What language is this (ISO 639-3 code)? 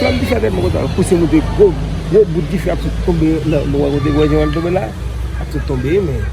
hat